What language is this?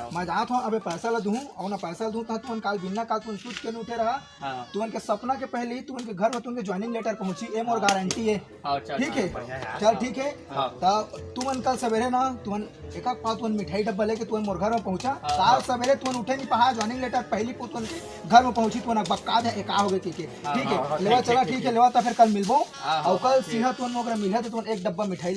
Chhattisgarhi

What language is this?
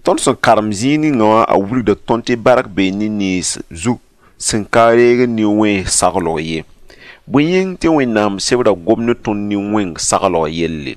Mossi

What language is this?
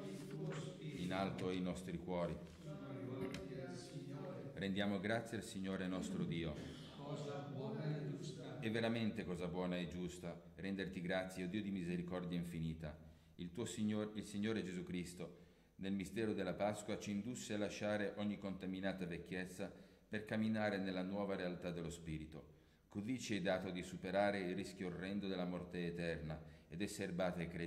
Italian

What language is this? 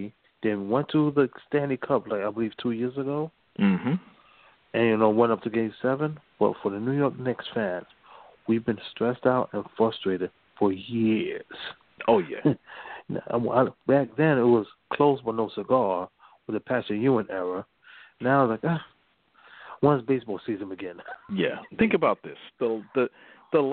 English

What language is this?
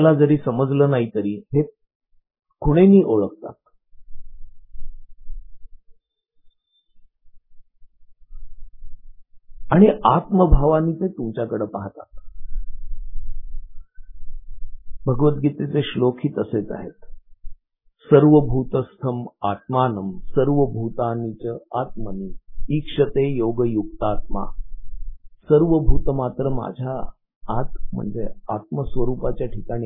Marathi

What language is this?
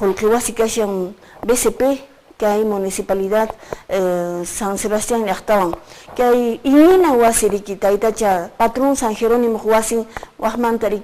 Quechua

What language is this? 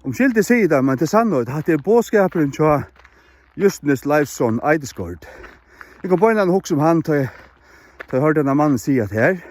Faroese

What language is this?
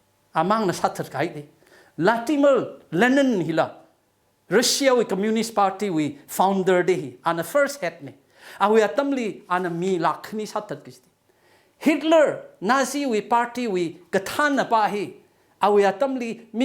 Tangkhul Naga (India)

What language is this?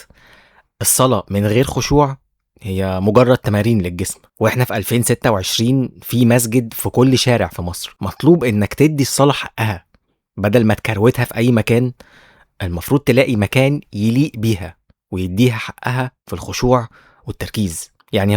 Egyptian Arabic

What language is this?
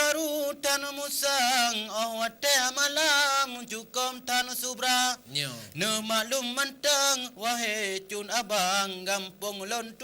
Achinese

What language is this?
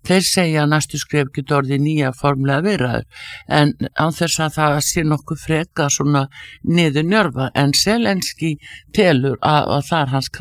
Icelandic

